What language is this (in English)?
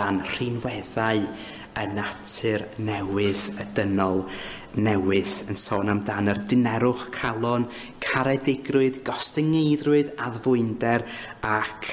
Welsh